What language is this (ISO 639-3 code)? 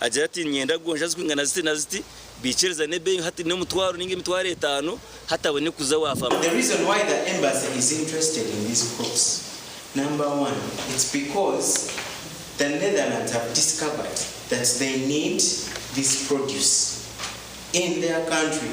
nyn